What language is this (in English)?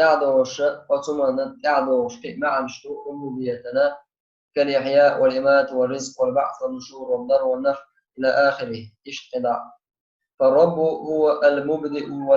Chechen